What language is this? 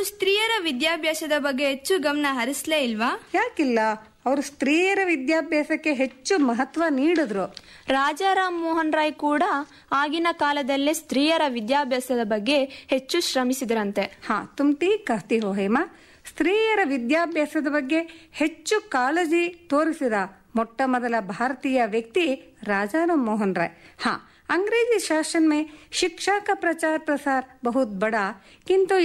Kannada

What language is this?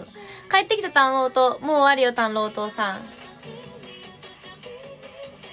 Chinese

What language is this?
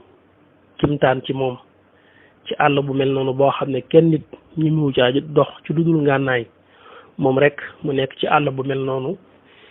Wolof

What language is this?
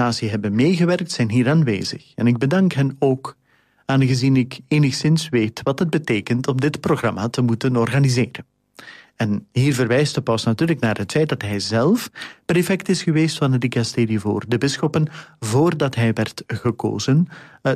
Dutch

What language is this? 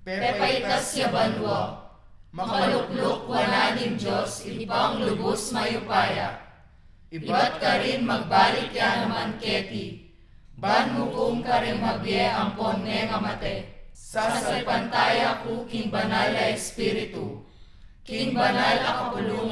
Pampanga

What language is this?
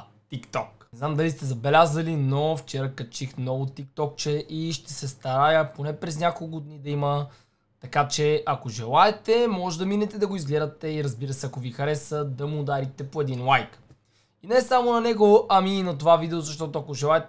Bulgarian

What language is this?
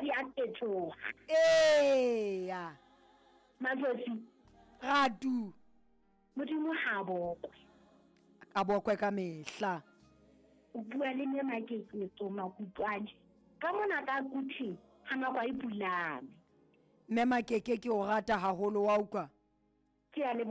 Southern Sotho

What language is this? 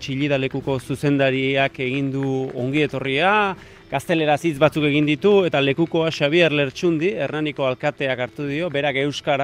Basque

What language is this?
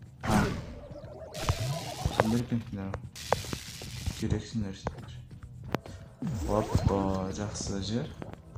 Kazakh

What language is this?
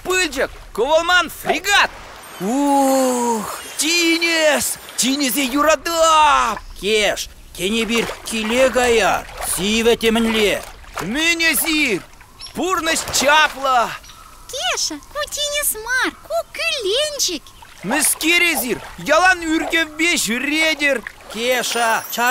Chuvash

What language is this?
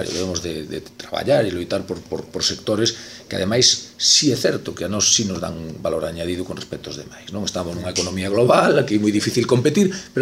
Galician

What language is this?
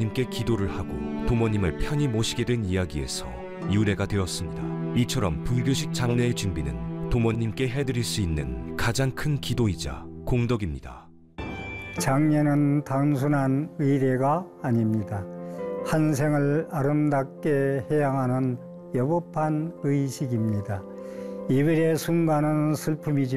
Korean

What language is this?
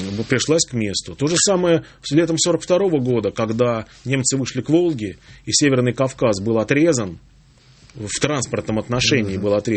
Russian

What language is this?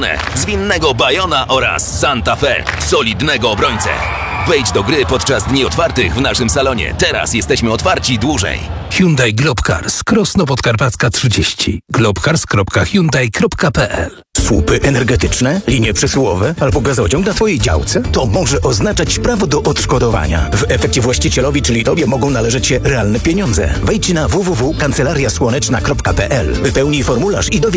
Polish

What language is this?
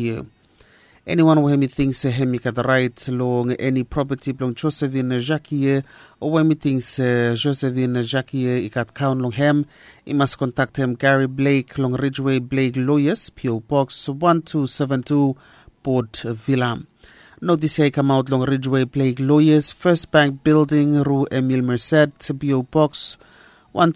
Bislama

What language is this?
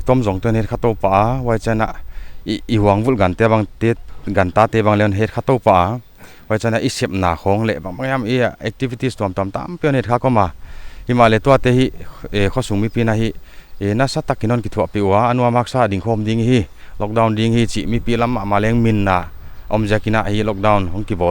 Paite Chin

